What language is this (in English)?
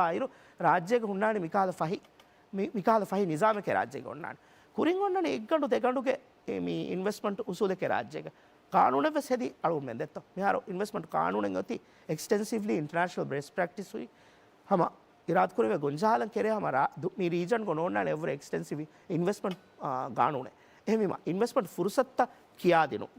Divehi